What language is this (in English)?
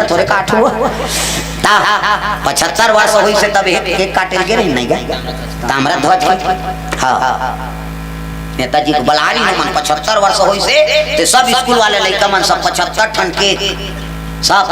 Chhattisgarhi